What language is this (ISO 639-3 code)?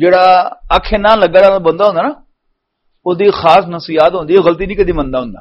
lah